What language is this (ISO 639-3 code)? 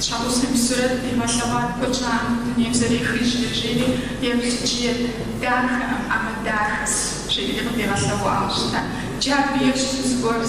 kbd